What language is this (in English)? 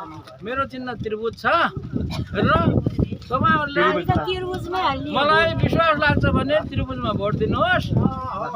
Nepali